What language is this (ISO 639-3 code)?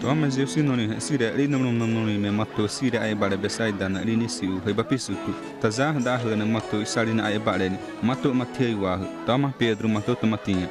xav